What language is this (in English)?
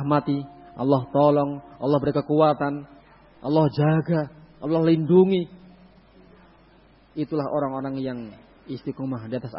Indonesian